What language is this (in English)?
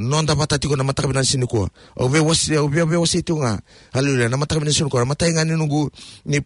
Fijian